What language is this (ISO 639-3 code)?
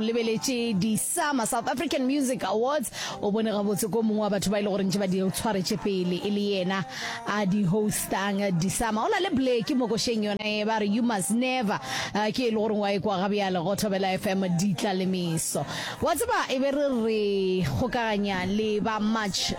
nso